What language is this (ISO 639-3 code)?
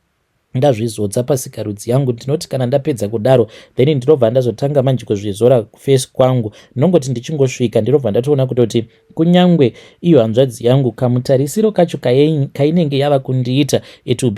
sna